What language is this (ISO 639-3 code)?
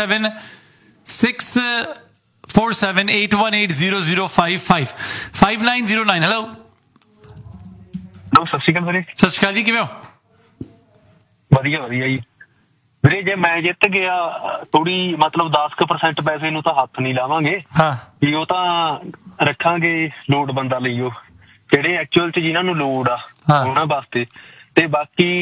pan